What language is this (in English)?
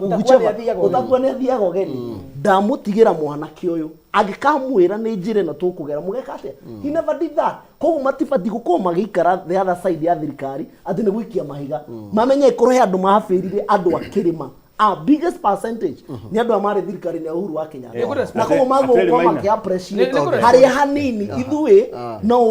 Kikuyu